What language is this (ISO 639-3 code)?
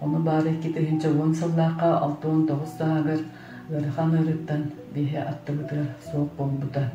sah